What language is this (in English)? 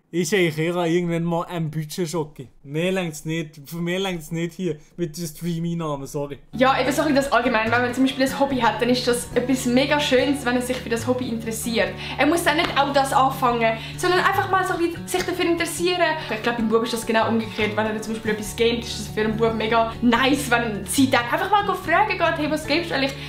Swiss German